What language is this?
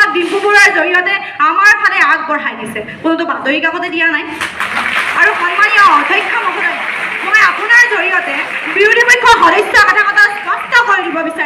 Assamese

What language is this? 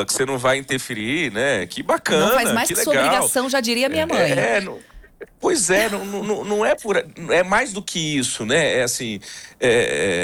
Portuguese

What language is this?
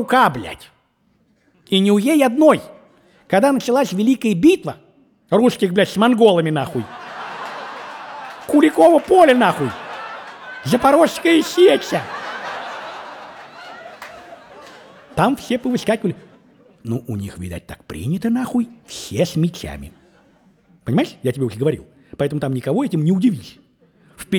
Russian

